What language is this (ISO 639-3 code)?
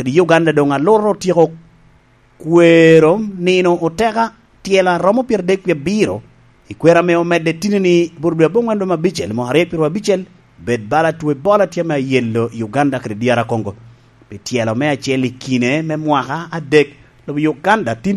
laj